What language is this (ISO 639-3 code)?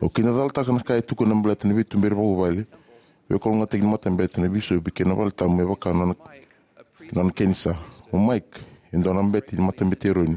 fij